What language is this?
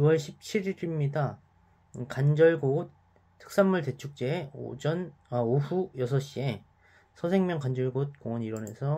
Korean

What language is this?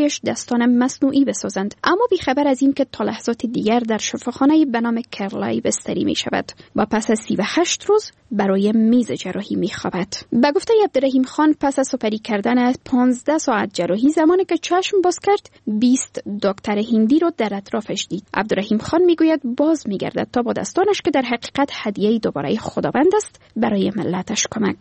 Persian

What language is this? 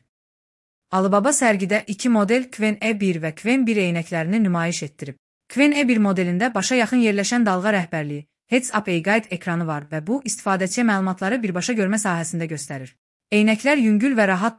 Azerbaijani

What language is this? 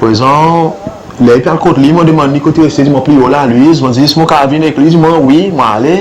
Seselwa Creole French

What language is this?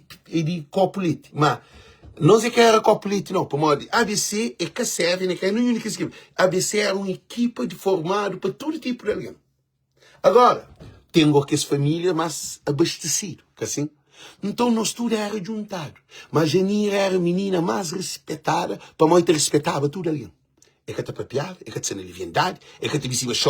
Kabuverdianu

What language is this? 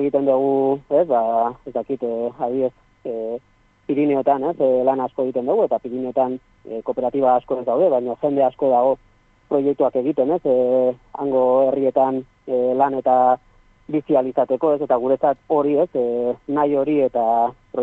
Basque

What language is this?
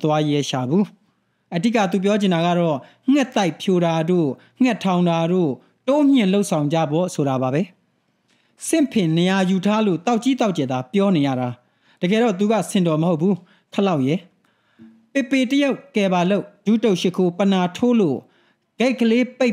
Burmese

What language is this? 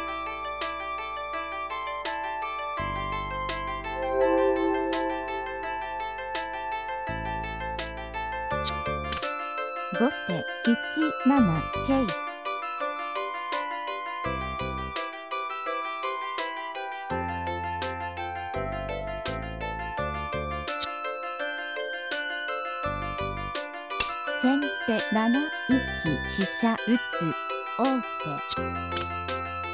Japanese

